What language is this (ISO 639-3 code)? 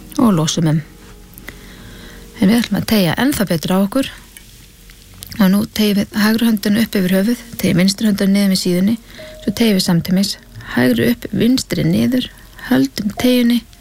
isl